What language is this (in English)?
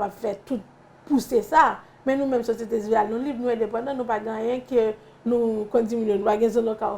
Haitian Creole